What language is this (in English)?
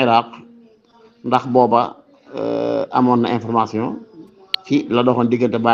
Wolof